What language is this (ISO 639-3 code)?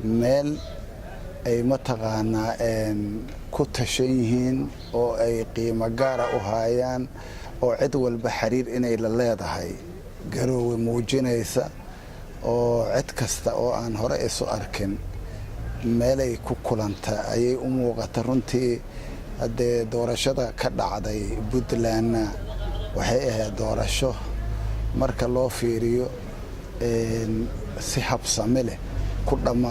som